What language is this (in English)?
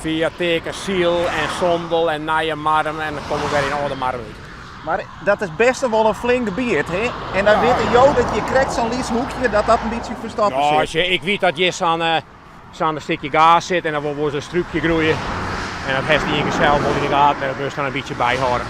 Western Frisian